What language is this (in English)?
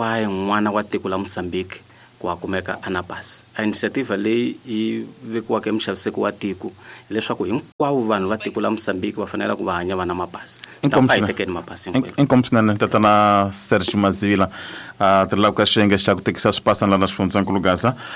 Tsonga